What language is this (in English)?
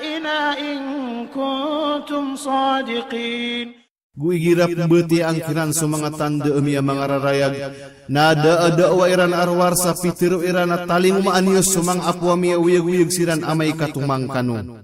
Maranao